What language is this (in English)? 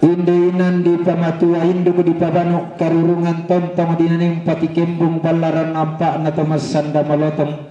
Toraja-Sa'dan